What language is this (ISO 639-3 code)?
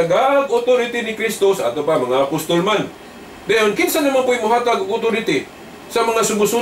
ceb